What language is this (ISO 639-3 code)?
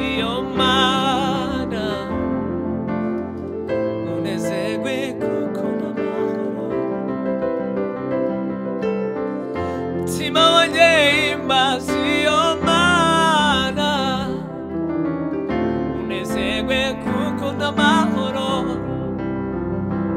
kin